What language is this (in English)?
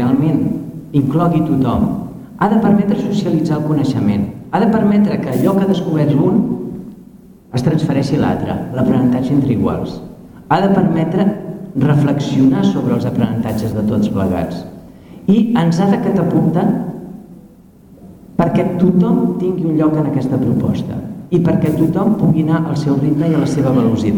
Catalan